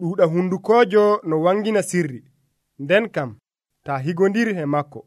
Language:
Nigerian Fulfulde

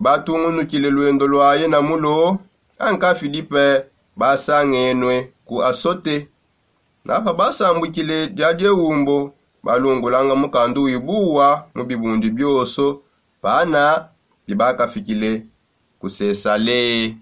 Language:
Songe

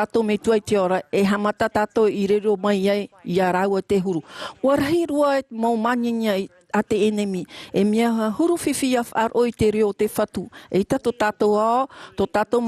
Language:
Tahitian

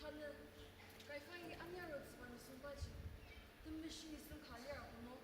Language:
Ao Naga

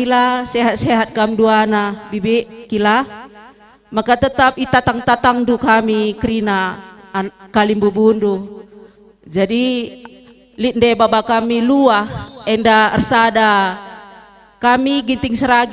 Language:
Batak Karo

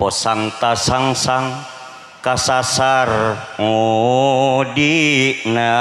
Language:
Madurese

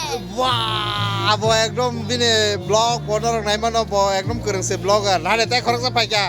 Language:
Kok Borok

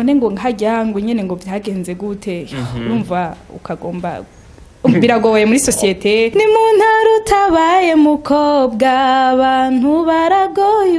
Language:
Rundi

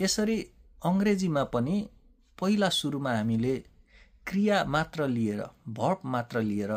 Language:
Nepali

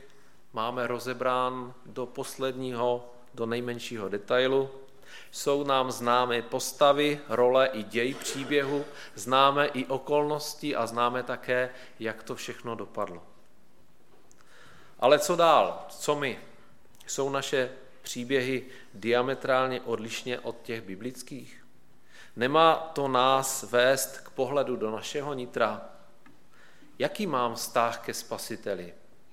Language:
Czech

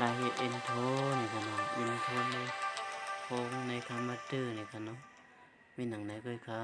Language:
Shan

